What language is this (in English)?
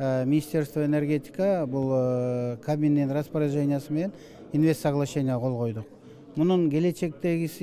Kyrgyz